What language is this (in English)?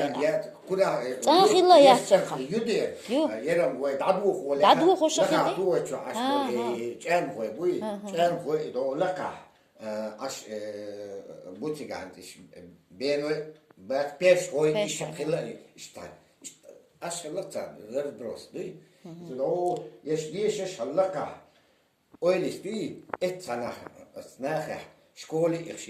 Chechen